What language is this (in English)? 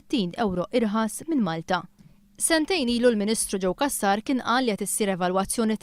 Maltese